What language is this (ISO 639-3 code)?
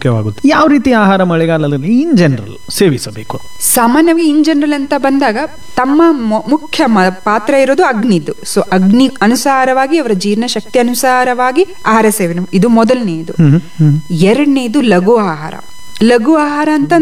kan